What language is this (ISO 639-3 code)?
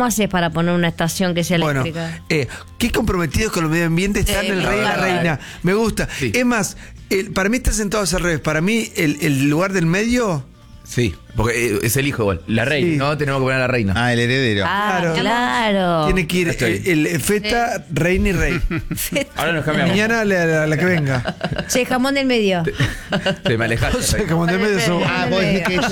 spa